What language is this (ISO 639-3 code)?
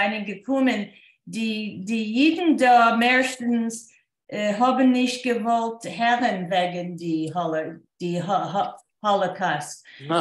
yid